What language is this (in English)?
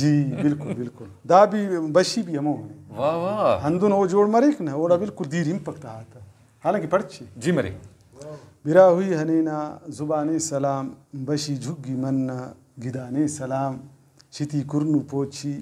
Brahui